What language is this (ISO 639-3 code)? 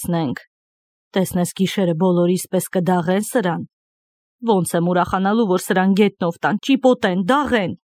hye